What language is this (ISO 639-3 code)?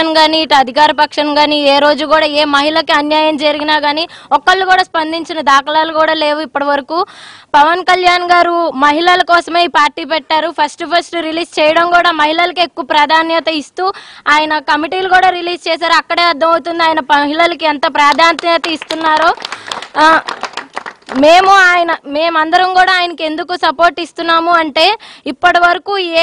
tel